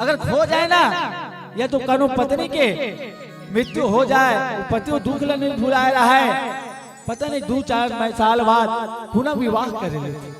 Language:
Chhattisgarhi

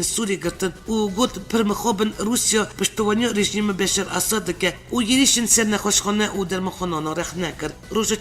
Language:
Kurdish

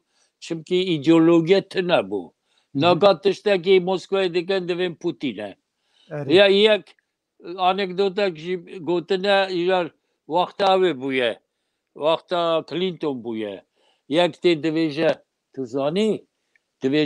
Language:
Kurdish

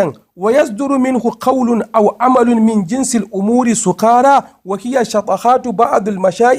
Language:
Hausa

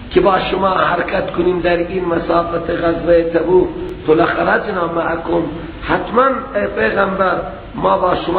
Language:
Persian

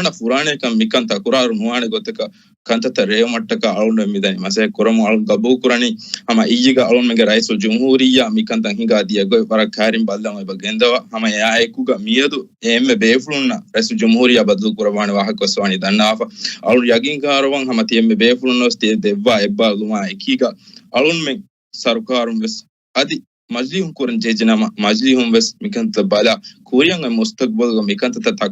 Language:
Divehi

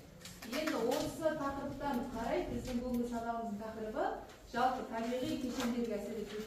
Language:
Kazakh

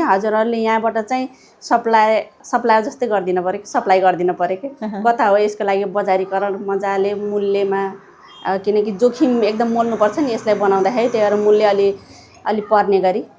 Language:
Nepali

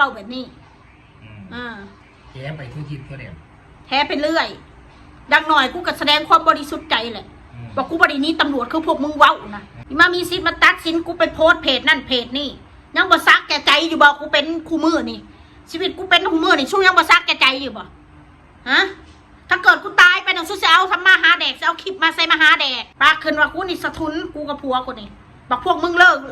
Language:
Northeastern Thai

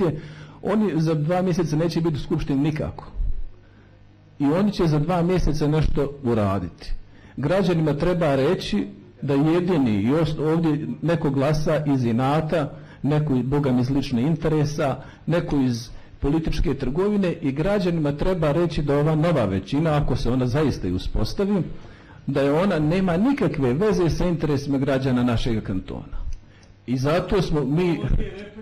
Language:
Bosnian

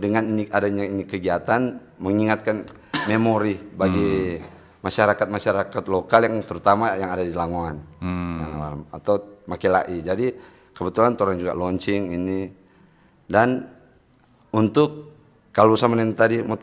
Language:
Manado Malay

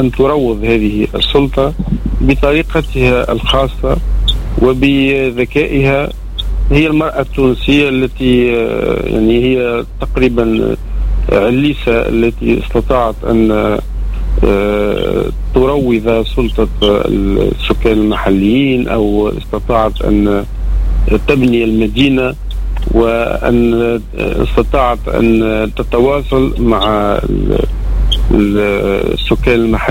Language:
Tunisian Arabic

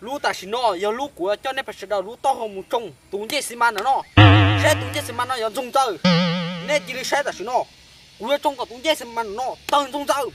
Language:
Hmong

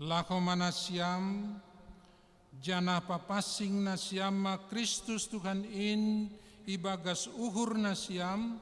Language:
Batak Simalungun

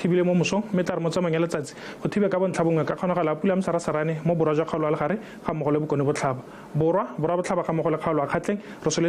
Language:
Tswana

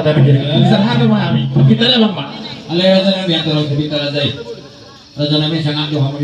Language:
Batak Toba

